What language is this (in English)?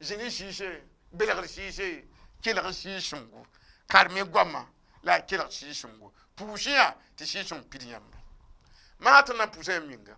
Mossi